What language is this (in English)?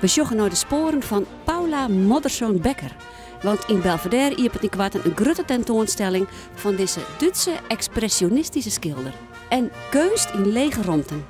Western Frisian